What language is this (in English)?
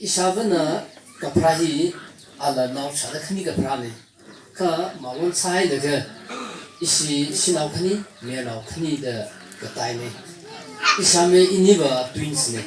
Tangkhul Naga (India)